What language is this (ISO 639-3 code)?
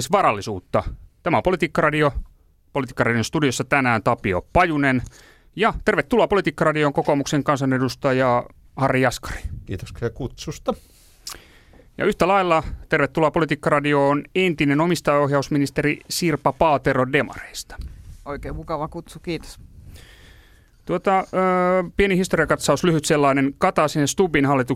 fin